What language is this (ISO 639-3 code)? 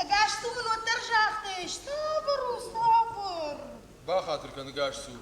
oss